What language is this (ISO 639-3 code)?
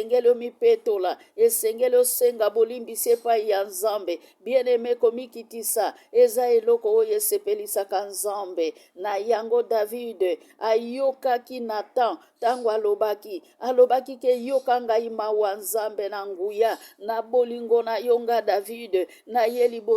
lin